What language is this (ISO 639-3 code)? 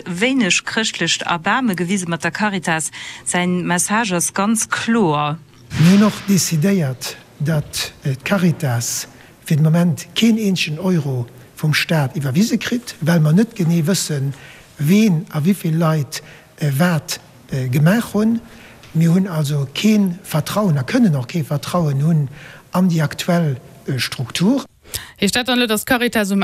ltz